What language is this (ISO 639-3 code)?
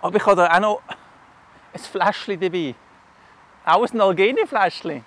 gsw